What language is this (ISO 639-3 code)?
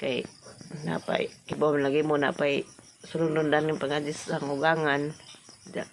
ceb